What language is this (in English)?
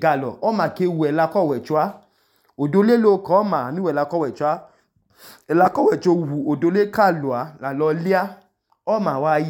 Idoma